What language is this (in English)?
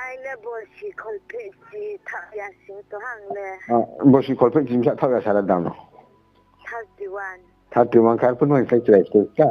Riang (India)